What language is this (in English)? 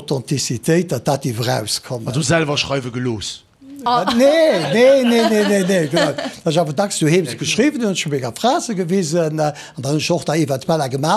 Luxembourgish